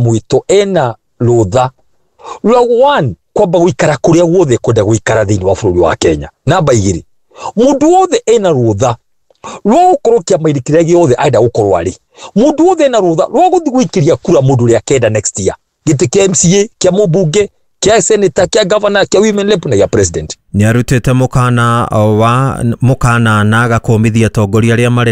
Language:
Kikuyu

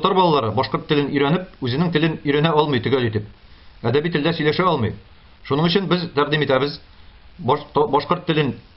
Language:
Tatar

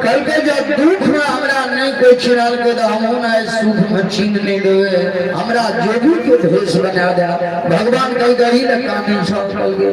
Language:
Maithili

